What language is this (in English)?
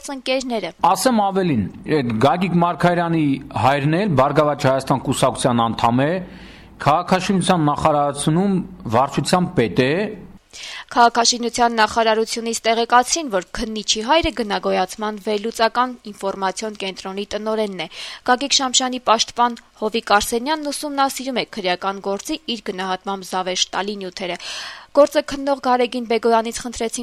Armenian